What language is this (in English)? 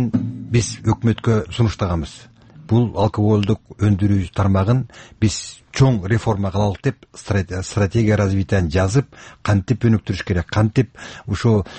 Kyrgyz